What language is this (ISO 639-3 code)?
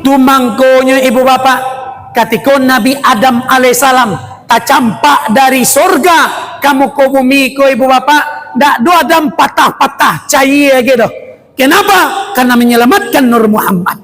min